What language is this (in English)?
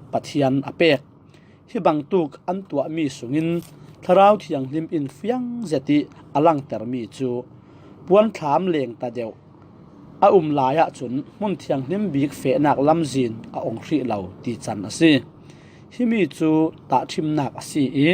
Falam Chin